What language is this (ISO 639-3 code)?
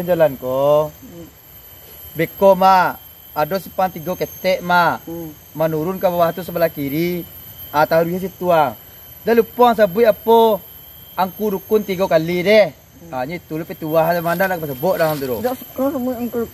min